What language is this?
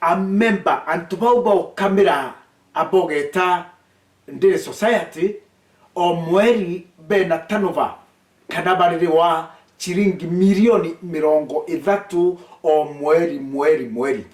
Meru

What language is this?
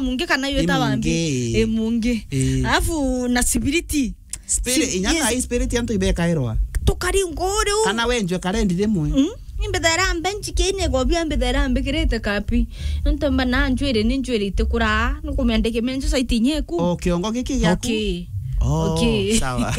Meru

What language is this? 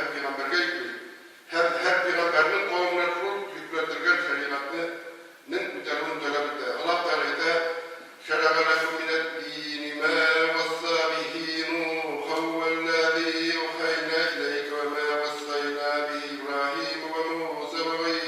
Tatar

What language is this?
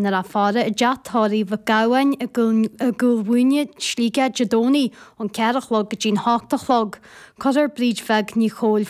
Irish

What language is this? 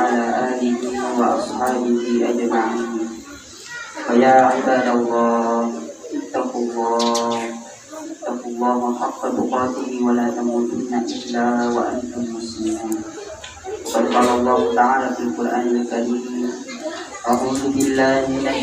Buginese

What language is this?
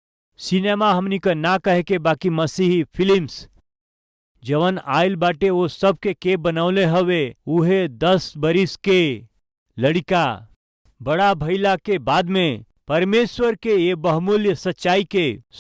Bhojpuri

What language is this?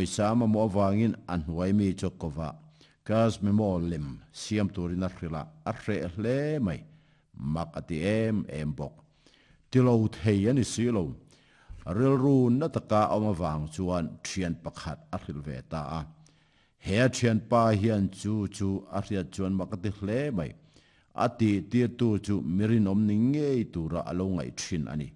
Mizo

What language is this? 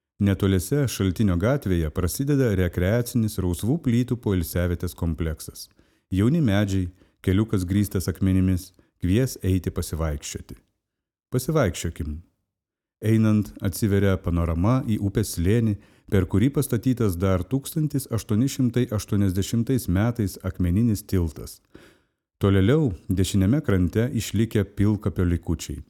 Lithuanian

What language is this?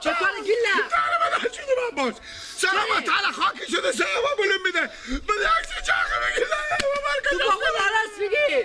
Persian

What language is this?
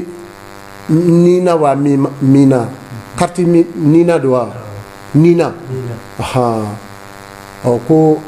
Bambara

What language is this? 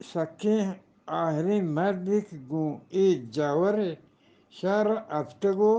Eastern Balochi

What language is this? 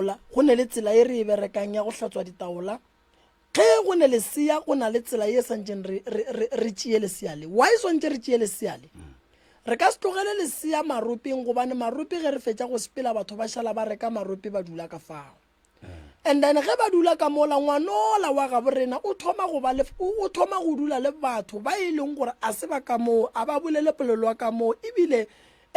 Northern Sotho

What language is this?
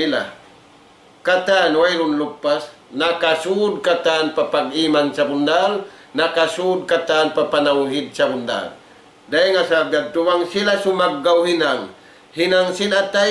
Tausug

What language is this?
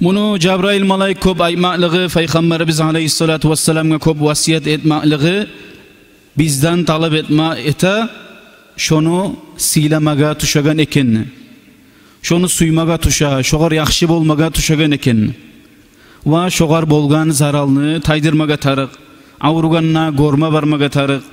Kumyk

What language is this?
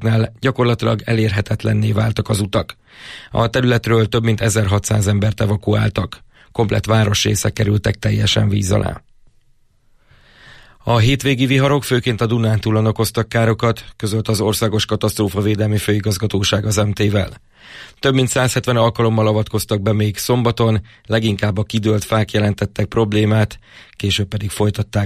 Hungarian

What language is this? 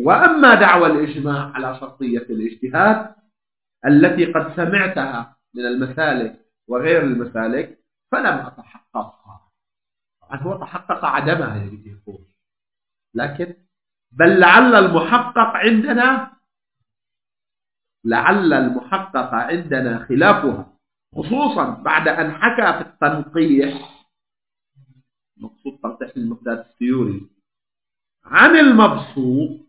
Arabic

